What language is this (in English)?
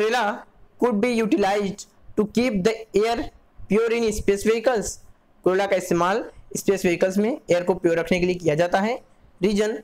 Hindi